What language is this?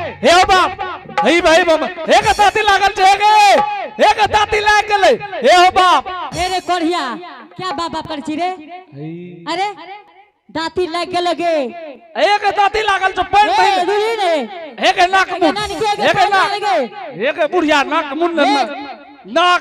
Angika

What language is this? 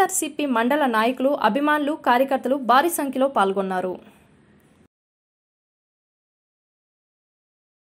Telugu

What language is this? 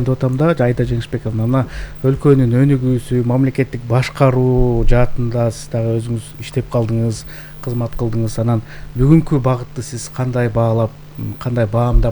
Kyrgyz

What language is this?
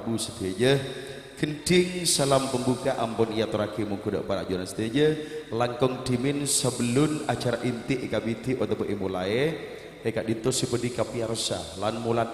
Madurese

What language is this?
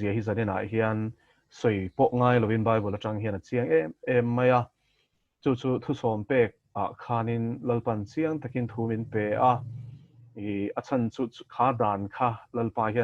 Mizo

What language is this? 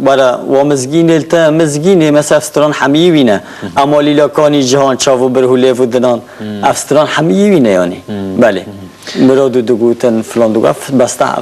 Kurdish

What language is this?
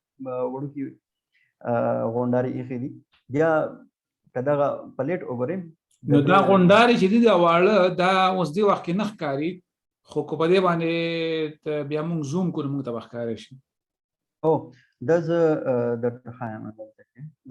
Pashto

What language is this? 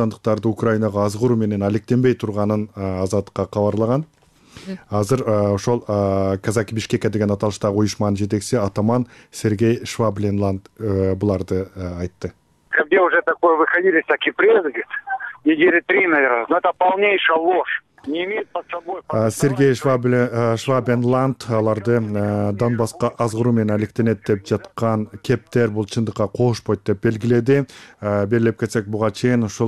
Kyrgyz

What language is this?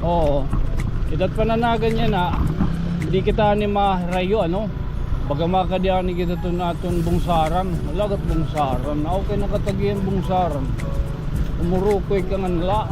Waray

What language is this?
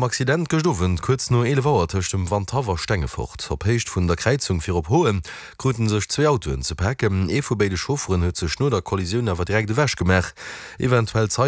Luxembourgish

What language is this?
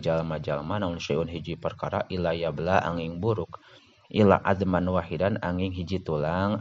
Sundanese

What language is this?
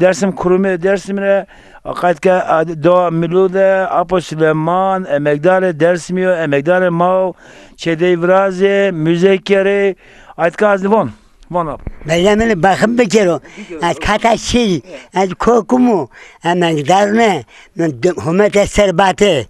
Zaza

